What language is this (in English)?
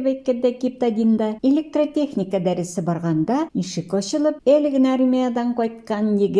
Tatar